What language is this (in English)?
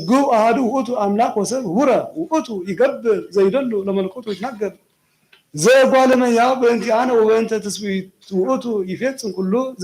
Geez